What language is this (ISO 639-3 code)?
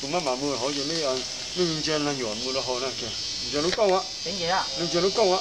hmn